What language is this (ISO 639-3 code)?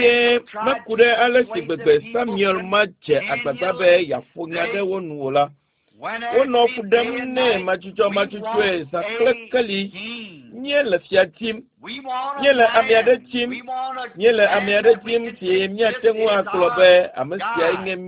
ewe